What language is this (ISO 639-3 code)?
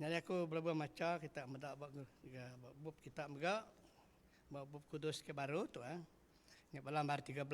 iba